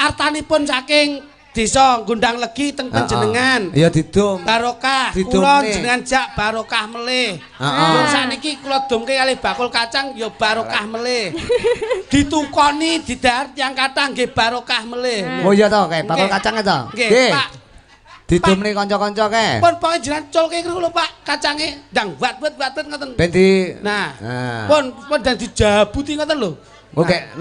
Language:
Javanese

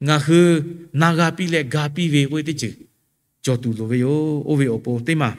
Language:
Lahu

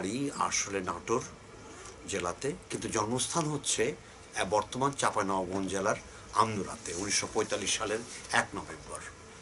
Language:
Bangla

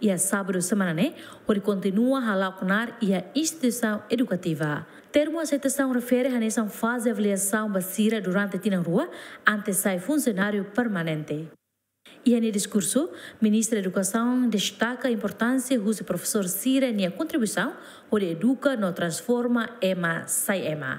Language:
Tetum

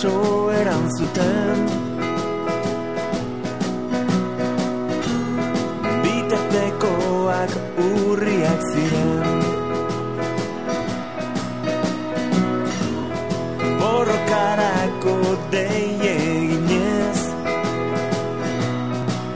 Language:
Basque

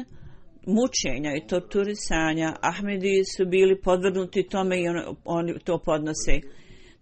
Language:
Bosnian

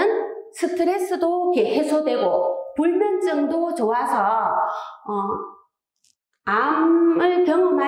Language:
Korean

